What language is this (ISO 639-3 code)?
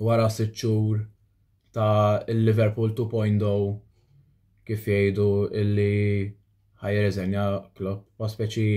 mlt